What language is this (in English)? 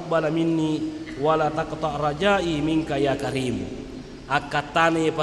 Buginese